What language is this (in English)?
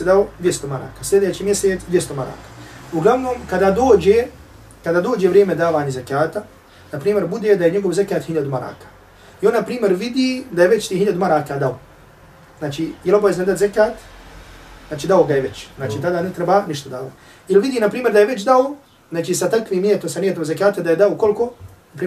Bosnian